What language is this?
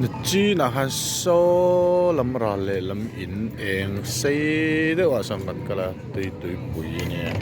Mizo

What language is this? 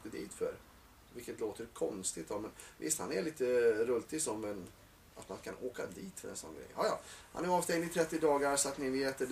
Swedish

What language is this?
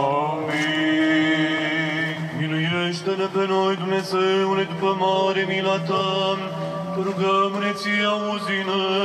Romanian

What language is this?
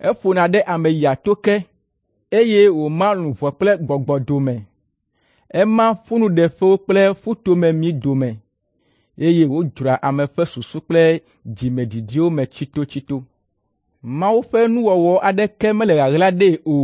Ewe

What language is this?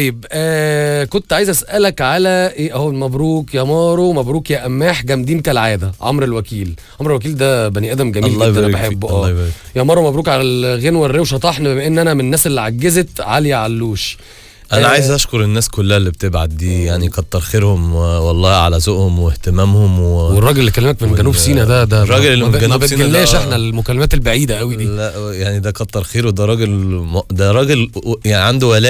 Egyptian Arabic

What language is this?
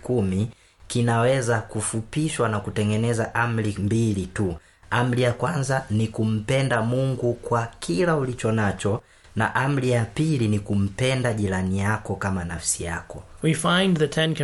Swahili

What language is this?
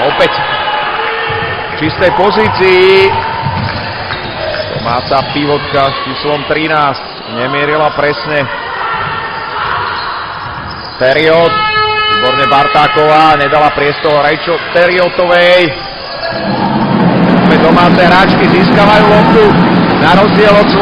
Slovak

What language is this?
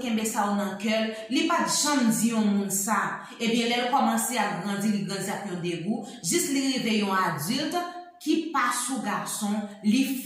Haitian Creole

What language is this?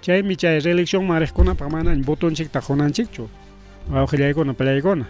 Ayacucho Quechua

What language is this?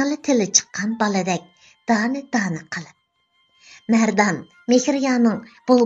Uyghur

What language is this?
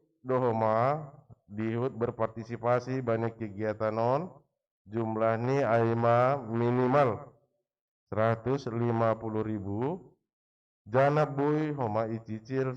Batak Simalungun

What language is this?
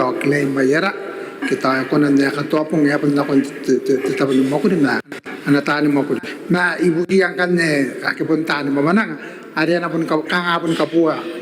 Gilbertese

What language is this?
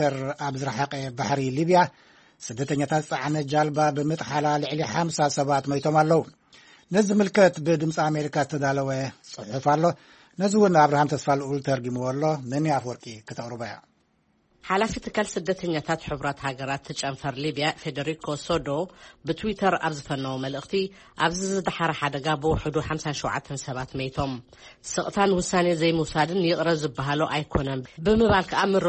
Tigrinya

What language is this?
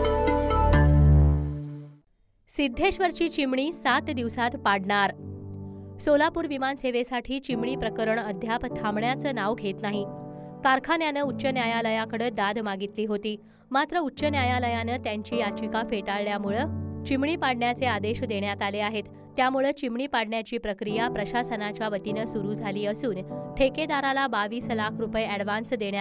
Marathi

